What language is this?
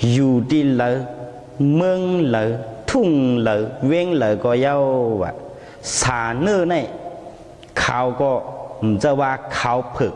Shan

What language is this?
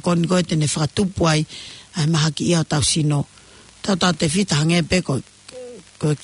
Tongan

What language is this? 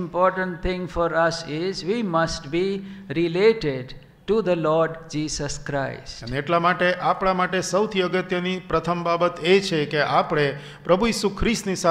Gujarati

